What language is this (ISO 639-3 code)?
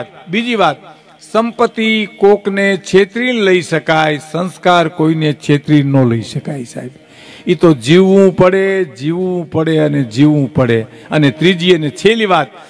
guj